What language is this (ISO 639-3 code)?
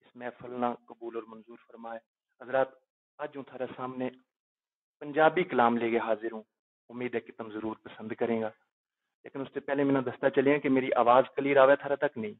gju